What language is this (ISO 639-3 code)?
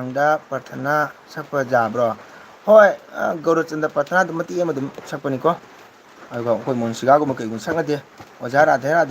mni